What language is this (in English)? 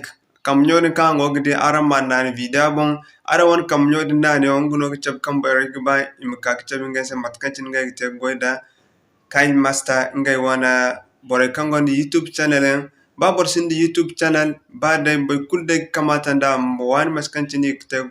Zarma